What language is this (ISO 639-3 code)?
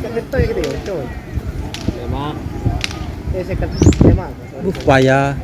mad